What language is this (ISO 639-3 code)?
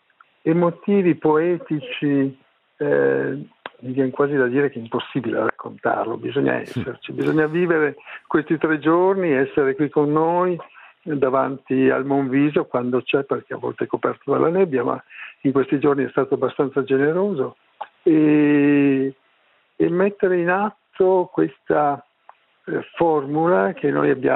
ita